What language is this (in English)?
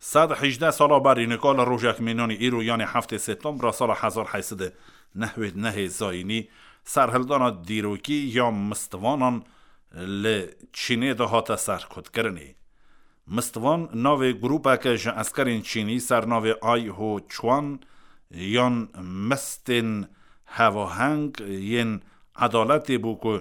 Kurdish